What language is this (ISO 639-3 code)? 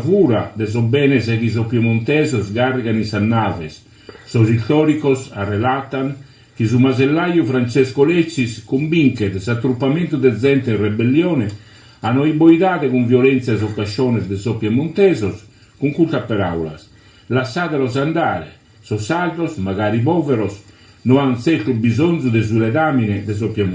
srd